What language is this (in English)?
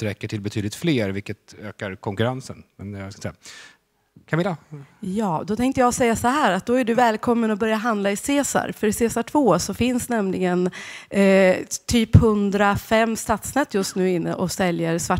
Swedish